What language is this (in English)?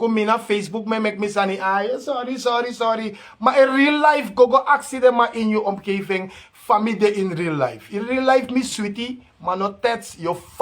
Sranan Tongo